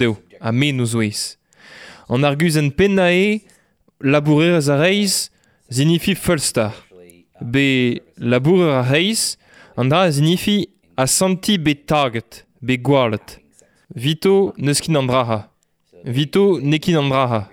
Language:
Breton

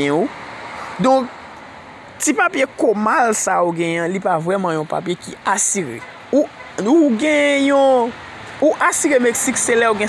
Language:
Haitian Creole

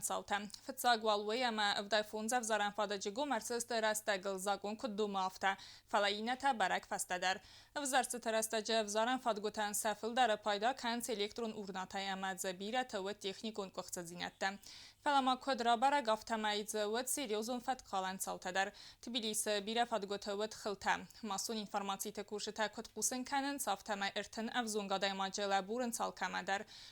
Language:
Ossetic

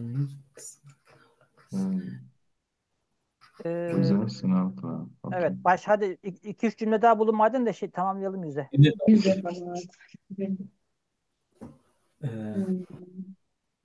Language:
Turkish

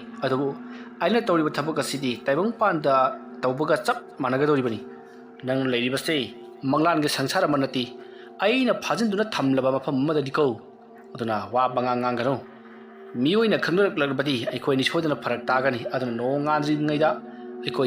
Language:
Manipuri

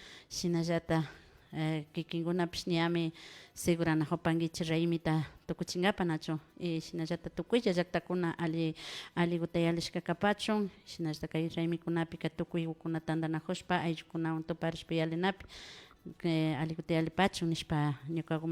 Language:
Imbabura Highland Quichua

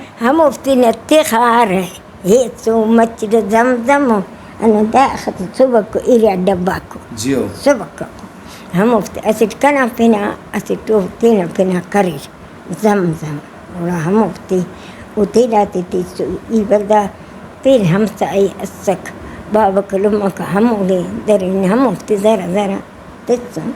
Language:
Brahui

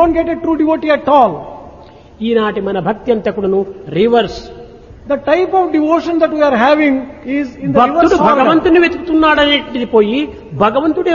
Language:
Telugu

